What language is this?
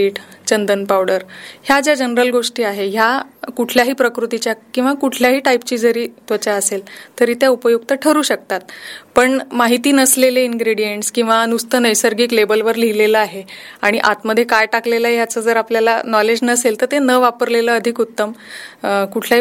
Marathi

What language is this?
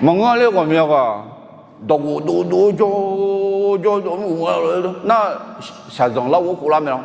Akha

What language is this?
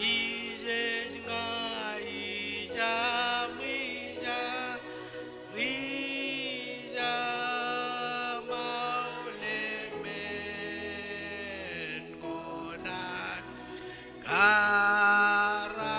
Marshallese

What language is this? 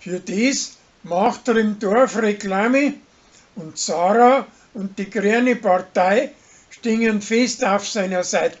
Bavarian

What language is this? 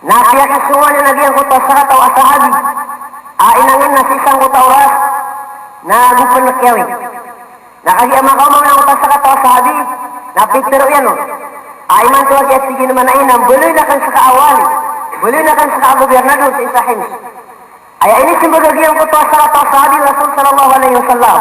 Maranao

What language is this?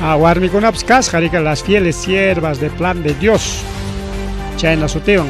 Ayacucho Quechua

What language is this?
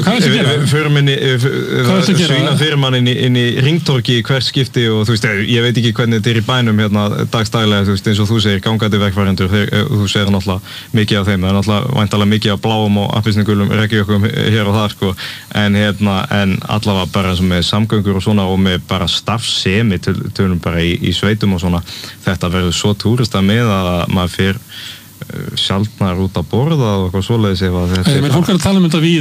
Icelandic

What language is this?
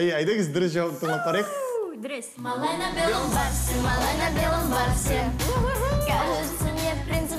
Tatar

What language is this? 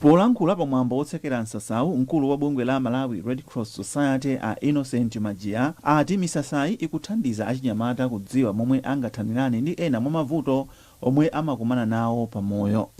Nyanja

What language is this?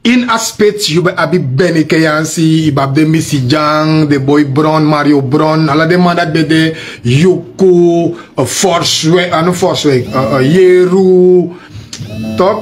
Sranan Tongo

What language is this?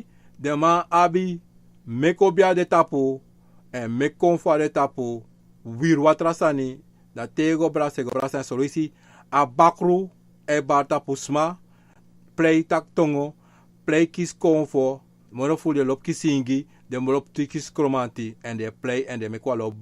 Sranan Tongo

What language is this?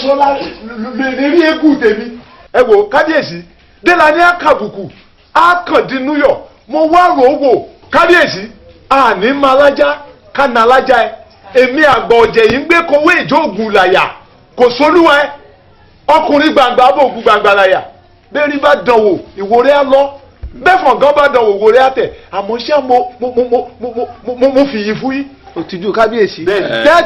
Yoruba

